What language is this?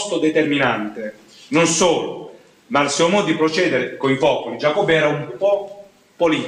Italian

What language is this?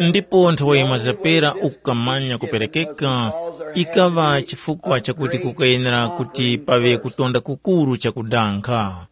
Tumbuka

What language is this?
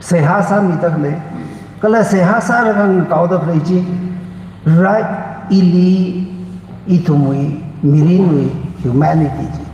Tangkhul Naga (India)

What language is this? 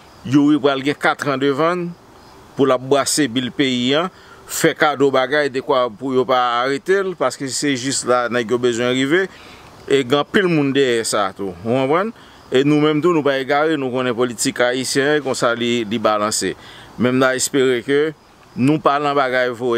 Haitian Creole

